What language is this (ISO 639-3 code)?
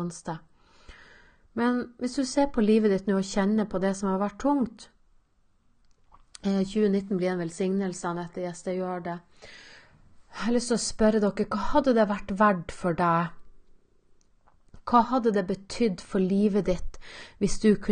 nor